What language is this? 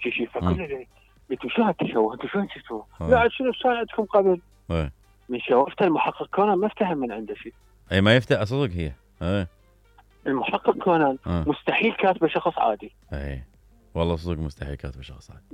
Mesopotamian Arabic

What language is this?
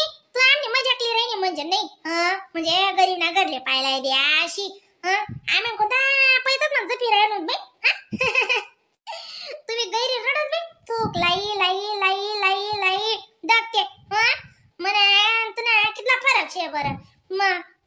Khandesi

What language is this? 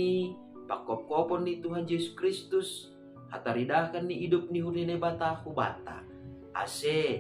Batak Simalungun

